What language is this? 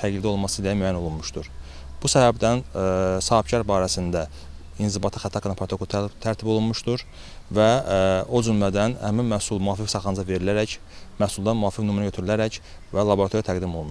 Azerbaijani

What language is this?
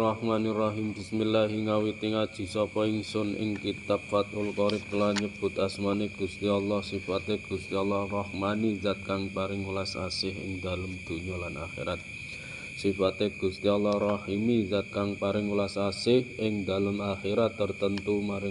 Javanese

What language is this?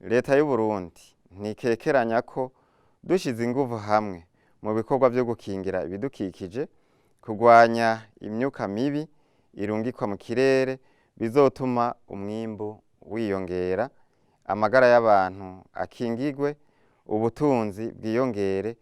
Rundi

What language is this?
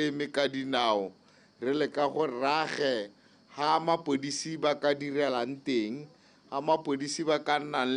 Tswana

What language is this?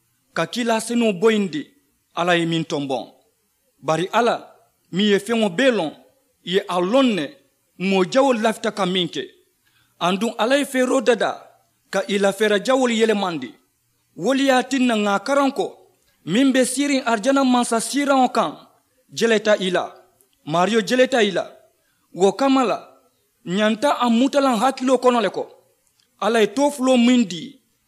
Mandingo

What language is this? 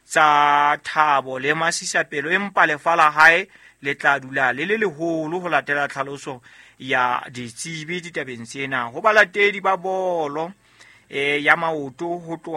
Southern Sotho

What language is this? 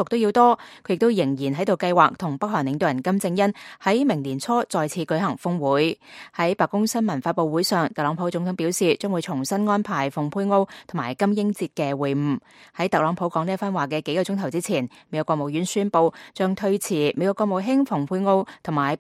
Cantonese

